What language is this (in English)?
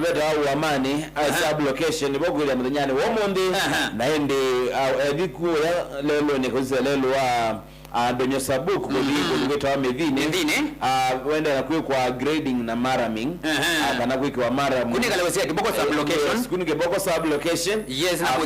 Kamba